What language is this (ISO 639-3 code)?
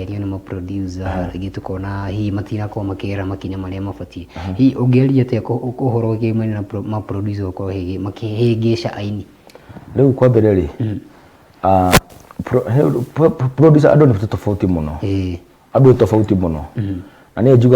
kik